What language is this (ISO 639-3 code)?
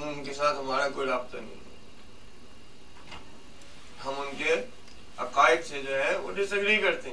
urd